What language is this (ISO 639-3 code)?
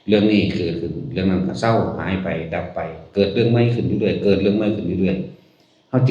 tts